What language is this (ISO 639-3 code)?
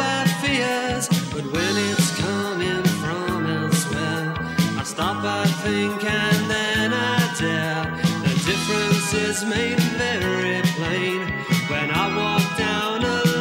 eng